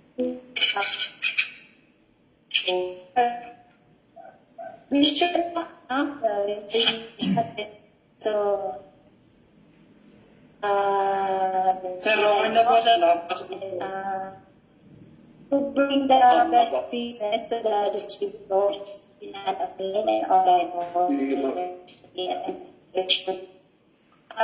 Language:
Filipino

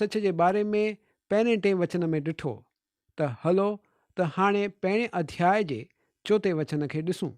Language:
Sindhi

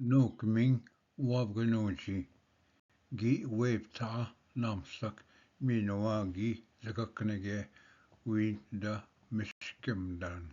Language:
Ojibwa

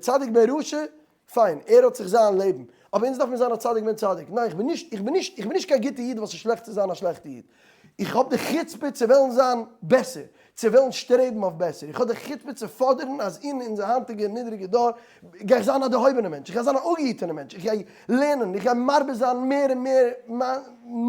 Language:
Yiddish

